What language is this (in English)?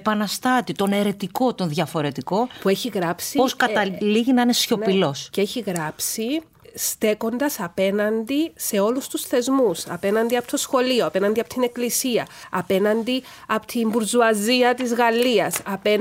Greek